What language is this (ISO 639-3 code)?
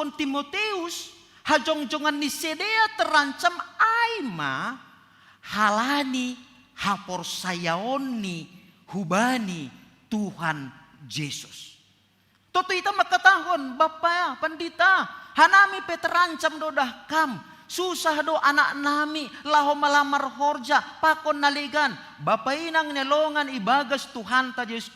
bts